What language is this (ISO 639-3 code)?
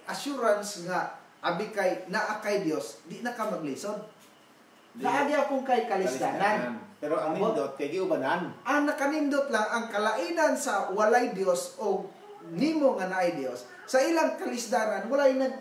ceb